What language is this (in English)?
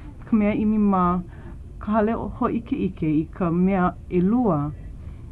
Hawaiian